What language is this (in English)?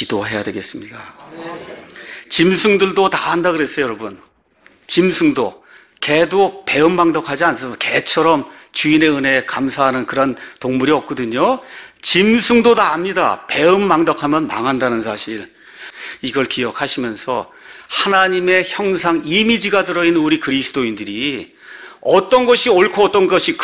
Korean